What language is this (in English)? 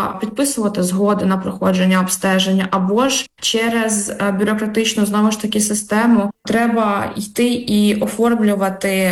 Ukrainian